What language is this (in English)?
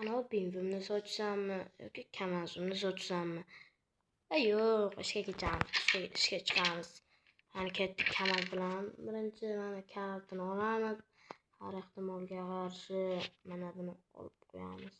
Uzbek